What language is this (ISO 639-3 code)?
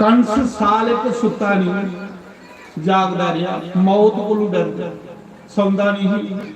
doi